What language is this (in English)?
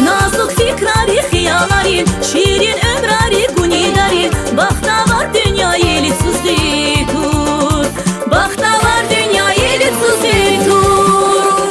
Tabassaran